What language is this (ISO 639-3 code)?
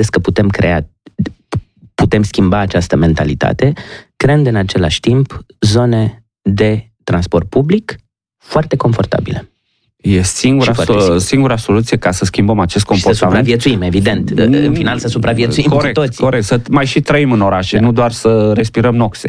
ron